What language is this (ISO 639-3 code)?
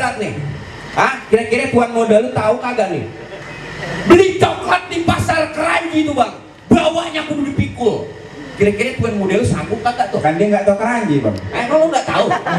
bew